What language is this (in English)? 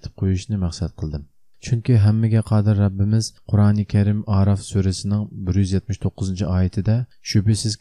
Uyghur